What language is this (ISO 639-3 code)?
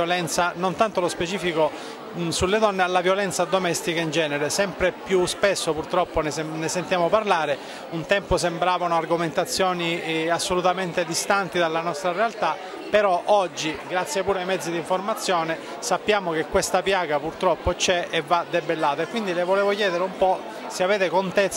ita